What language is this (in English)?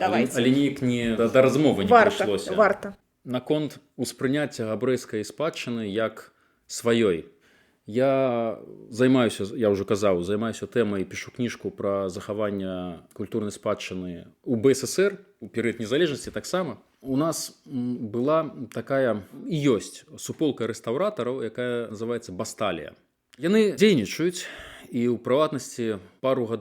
Belarusian